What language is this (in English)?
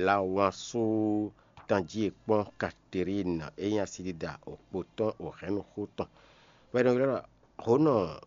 Fon